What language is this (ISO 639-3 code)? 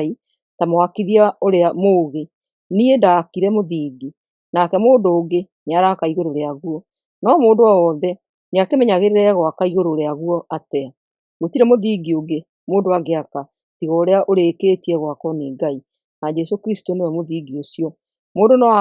kik